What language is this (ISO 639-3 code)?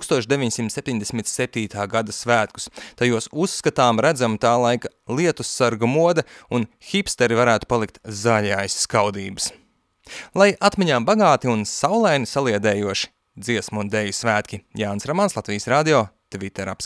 lav